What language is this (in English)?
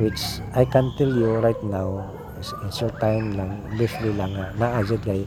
Cebuano